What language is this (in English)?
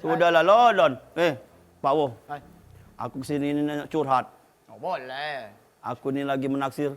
Musi